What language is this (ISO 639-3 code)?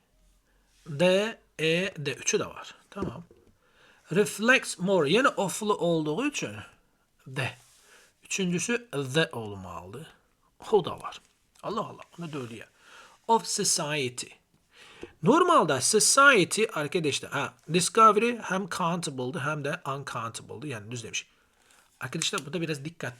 aze